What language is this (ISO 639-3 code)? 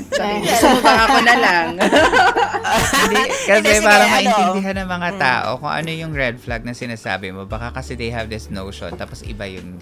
fil